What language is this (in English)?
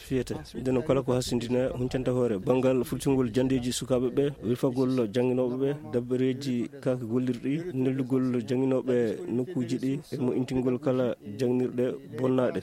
Fula